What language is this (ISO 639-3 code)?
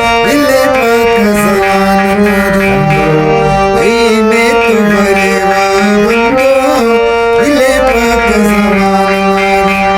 brh